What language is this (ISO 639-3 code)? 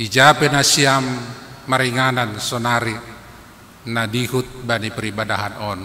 bts